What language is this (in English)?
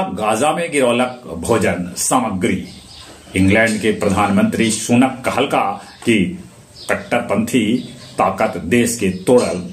Magahi